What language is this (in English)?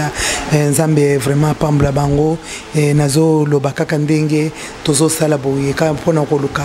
Lingala